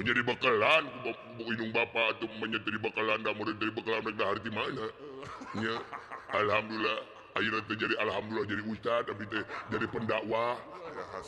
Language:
Sundanese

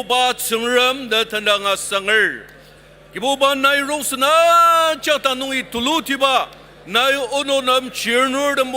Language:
Ao Naga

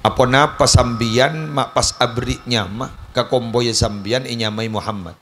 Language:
Madurese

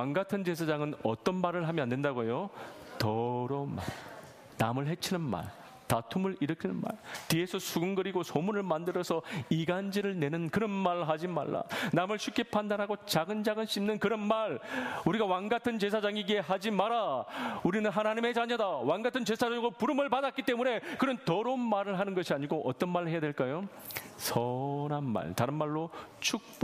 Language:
Korean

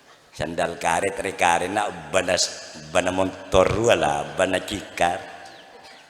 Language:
Madurese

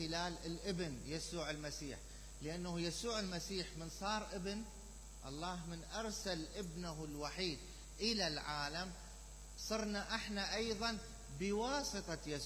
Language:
Mesopotamian Arabic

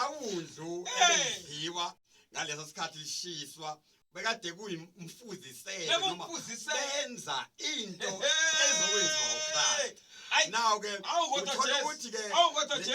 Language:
Zulu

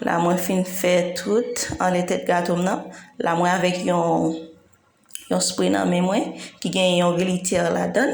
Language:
Haitian Creole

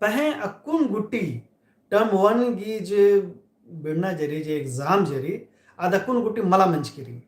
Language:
Kurukh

